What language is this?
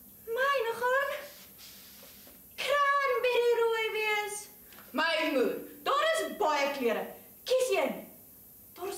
Afrikaans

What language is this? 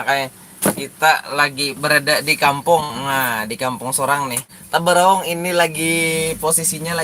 Banjar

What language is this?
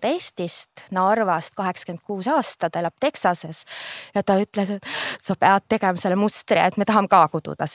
Estonian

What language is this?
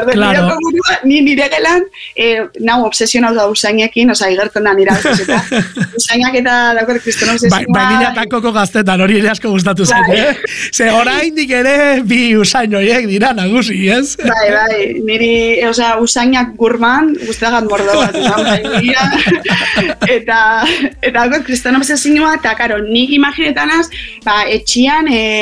Basque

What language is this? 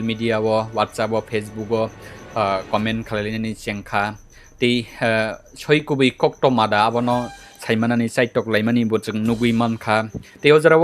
Kok Borok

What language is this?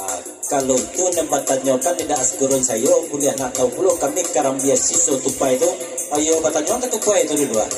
Minangkabau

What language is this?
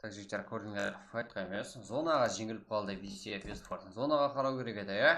Kara-Kalpak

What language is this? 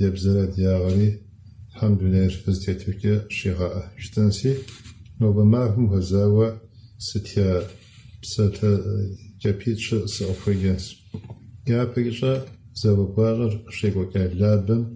Kabardian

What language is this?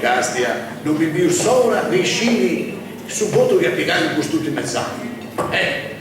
Sardinian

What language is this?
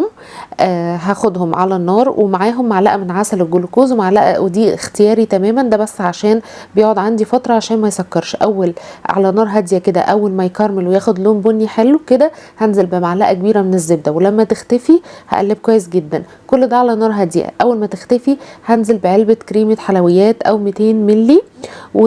Egyptian Arabic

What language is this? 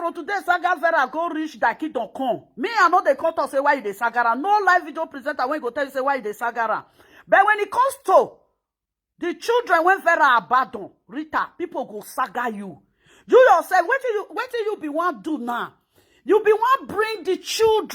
Nigerian Pidgin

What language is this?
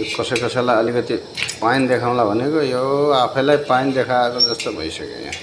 Nepali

